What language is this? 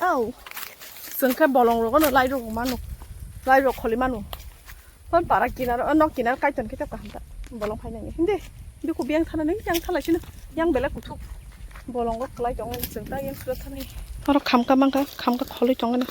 Kok Borok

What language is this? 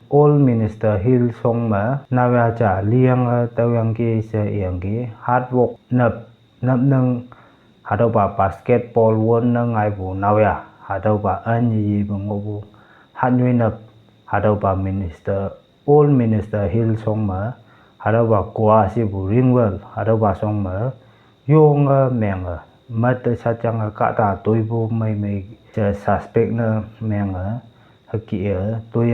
Konyak Naga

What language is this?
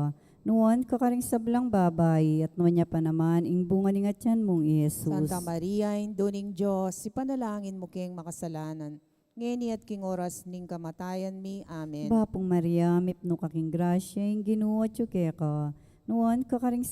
Pampanga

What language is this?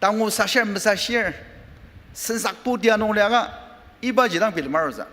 Ao Naga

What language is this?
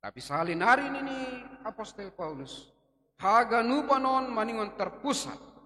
Batak Simalungun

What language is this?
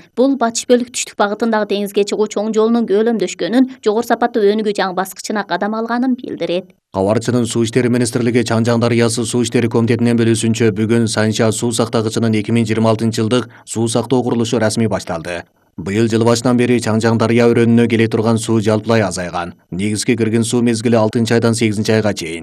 Kyrgyz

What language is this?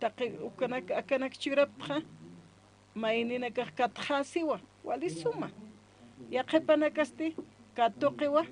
Aymara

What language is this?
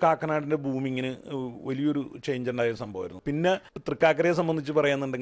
Malayalam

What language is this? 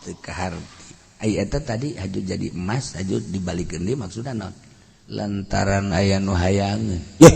Sundanese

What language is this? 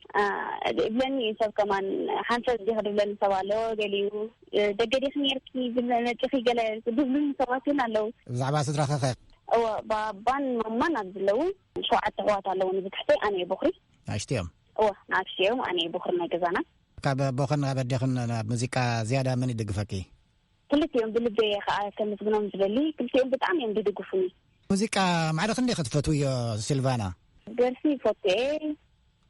Tigrinya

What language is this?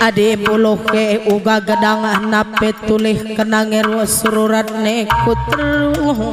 Batak Karo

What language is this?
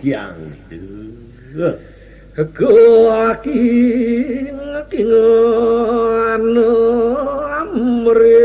Balinese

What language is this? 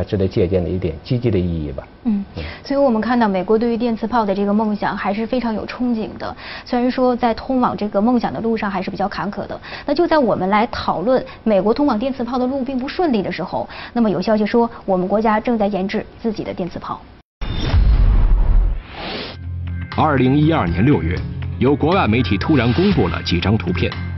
Chinese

